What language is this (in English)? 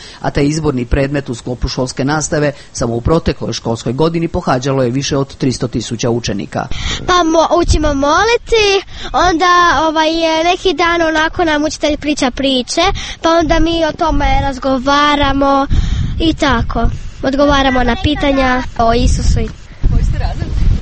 Croatian